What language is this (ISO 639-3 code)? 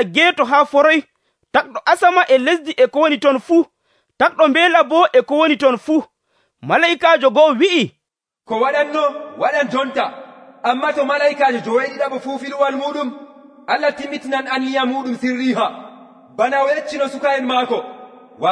fuv